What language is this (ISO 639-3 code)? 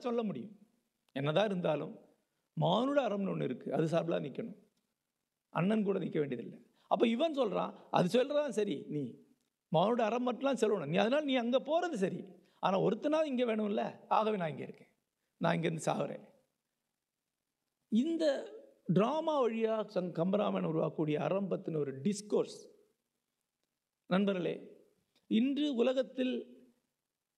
tam